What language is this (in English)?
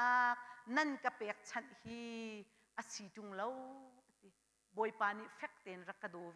Hakha Chin